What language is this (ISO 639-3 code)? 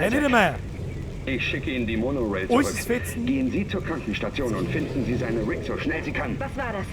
bar